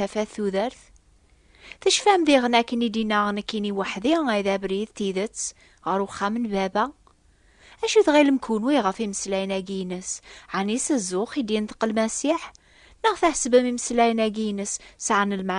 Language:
Kabyle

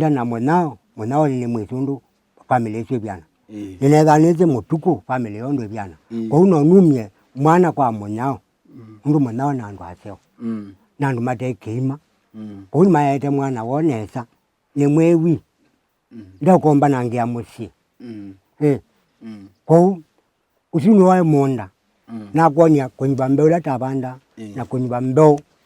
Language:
Kamba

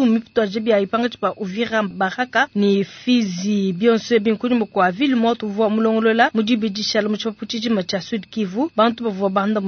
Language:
Luba-Lulua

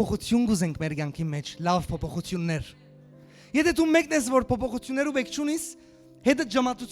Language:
Western Armenian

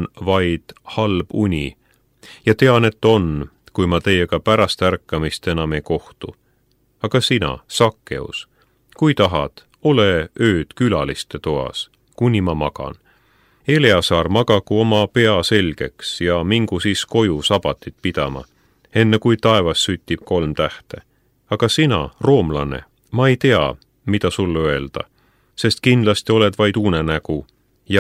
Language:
Estonian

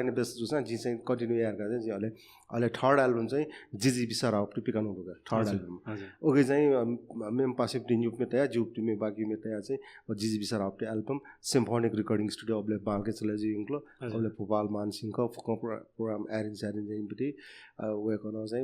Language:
Newari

